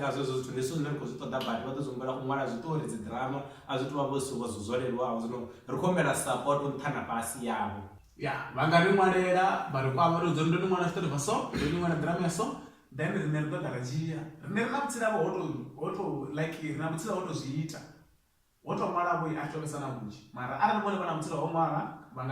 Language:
Venda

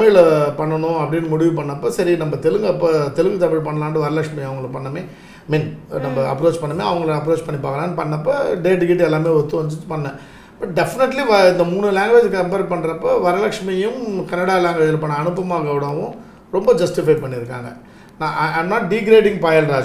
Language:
Tamil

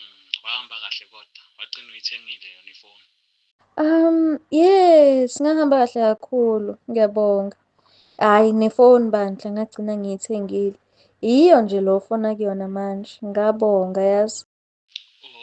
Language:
Zulu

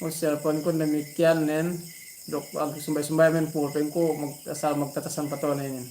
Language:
Yakan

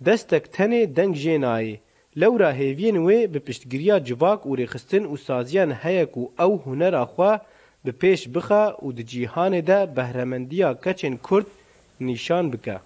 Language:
Kurdish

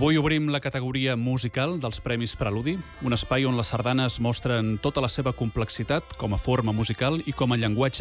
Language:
Catalan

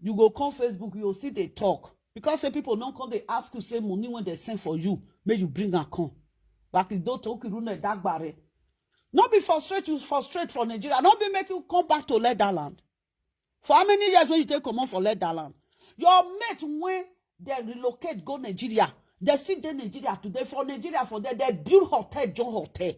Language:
Nigerian Pidgin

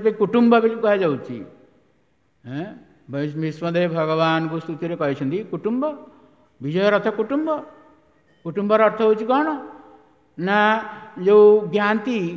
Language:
Odia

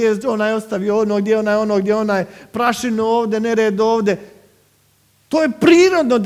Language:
Croatian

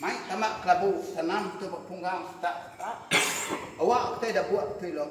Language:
Iban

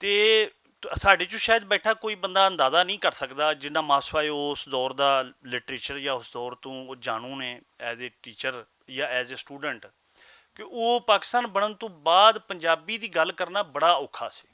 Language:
Western Panjabi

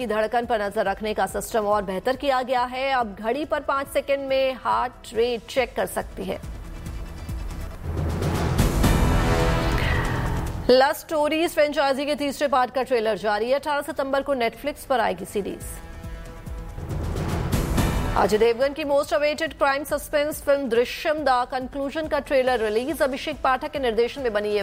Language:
Hindi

